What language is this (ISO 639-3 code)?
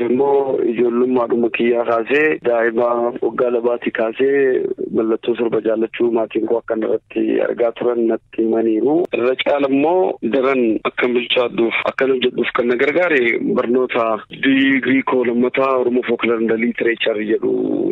orm